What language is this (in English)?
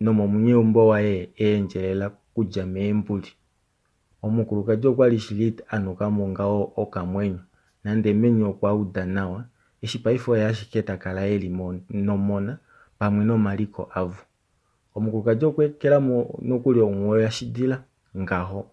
Kuanyama